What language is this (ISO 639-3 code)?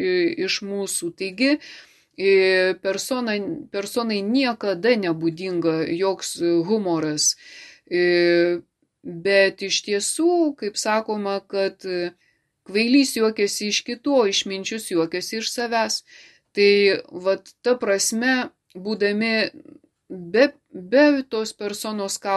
lit